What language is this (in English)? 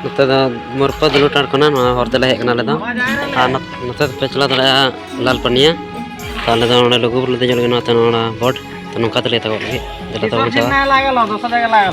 Santali